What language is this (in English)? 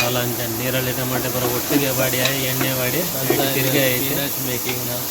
Tulu